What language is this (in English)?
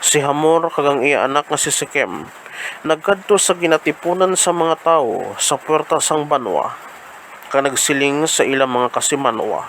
Hiligaynon